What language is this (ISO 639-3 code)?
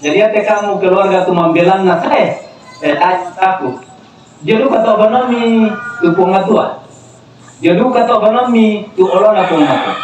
sda